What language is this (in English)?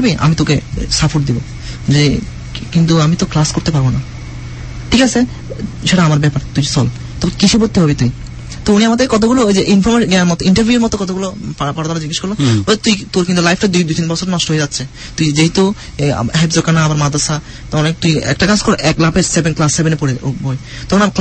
Bangla